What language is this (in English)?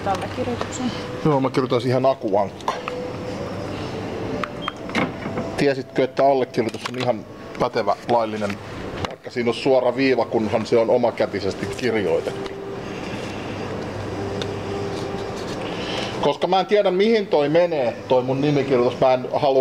Finnish